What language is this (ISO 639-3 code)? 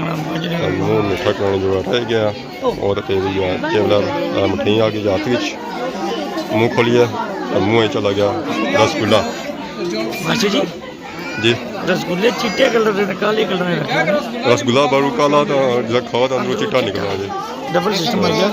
phr